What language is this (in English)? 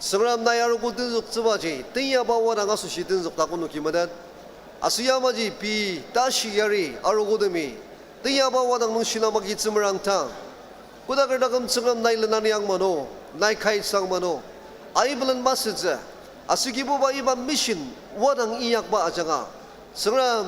Ao Naga